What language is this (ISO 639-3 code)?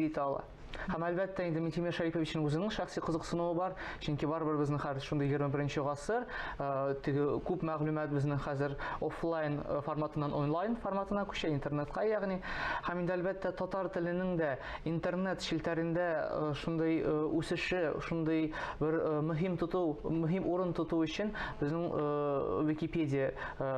tat